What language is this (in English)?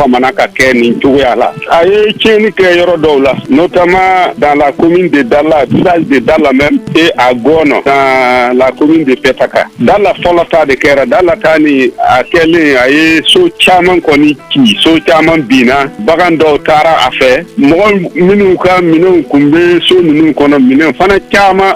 Bambara